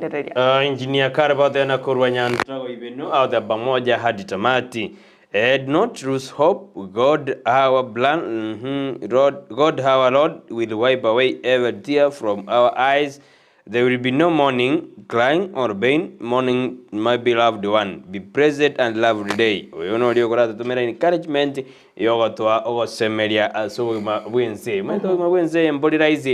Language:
Gusii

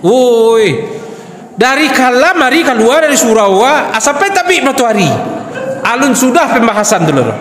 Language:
Minangkabau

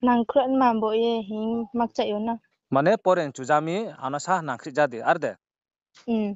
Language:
Riang (India)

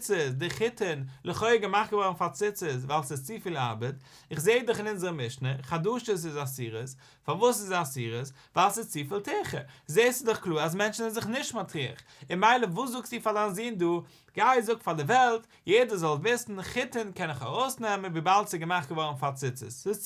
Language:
Yiddish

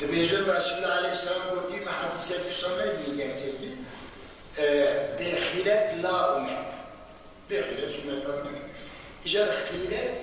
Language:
Kurdish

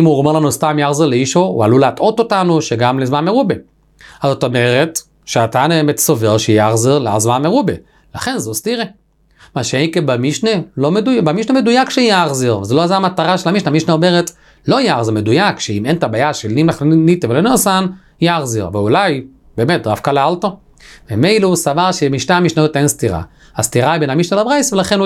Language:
Hebrew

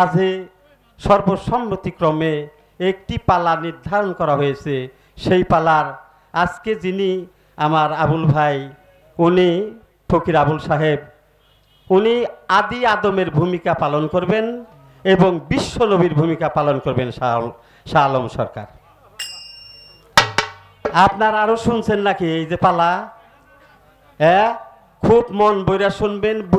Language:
Bangla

